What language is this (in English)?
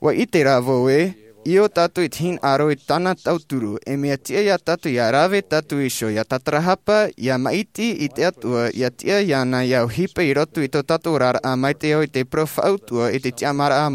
Tahitian